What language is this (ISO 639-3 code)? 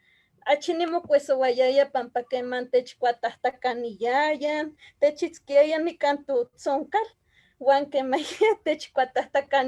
nhe